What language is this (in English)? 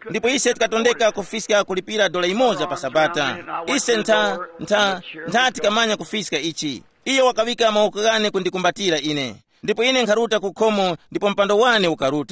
Tumbuka